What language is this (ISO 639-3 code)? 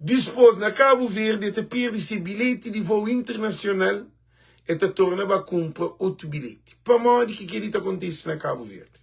kea